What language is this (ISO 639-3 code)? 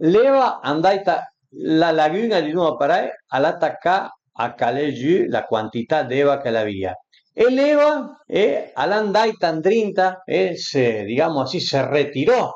pms